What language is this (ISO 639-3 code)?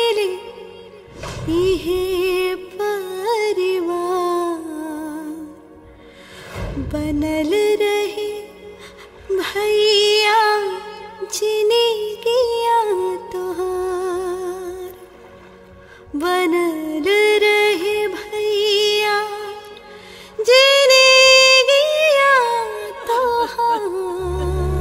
bho